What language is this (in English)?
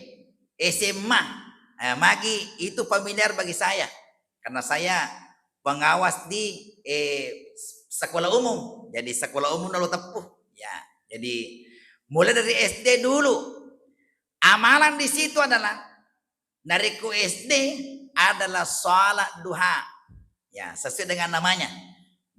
Buginese